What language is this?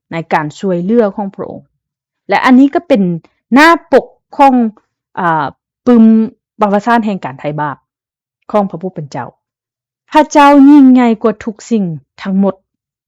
Lao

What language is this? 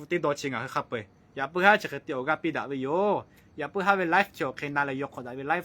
Lahu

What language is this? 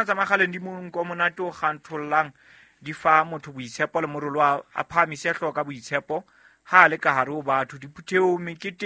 Southern Sotho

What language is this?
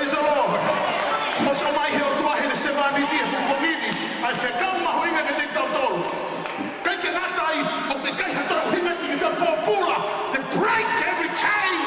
Tongan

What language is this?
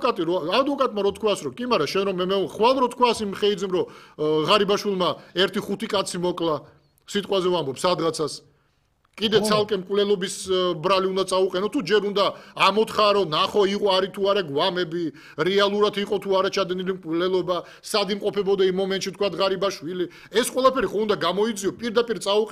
Georgian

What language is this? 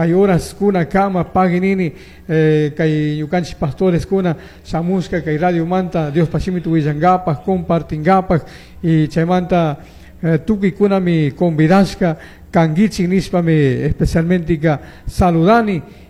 Chimborazo Highland Quichua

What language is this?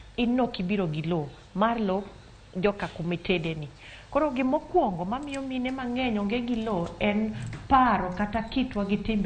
Luo (Kenya and Tanzania)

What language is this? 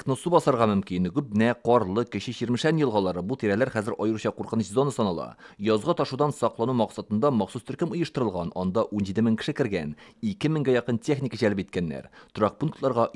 Tatar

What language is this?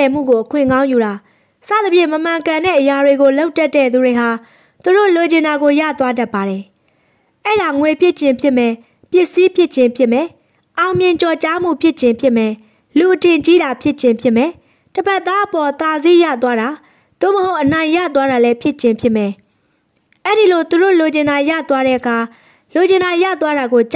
Burmese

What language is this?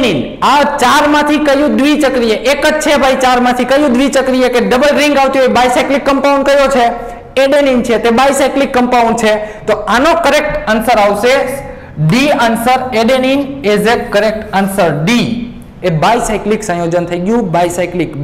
Gujarati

